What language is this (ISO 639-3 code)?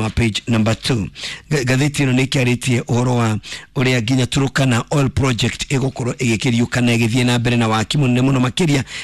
kik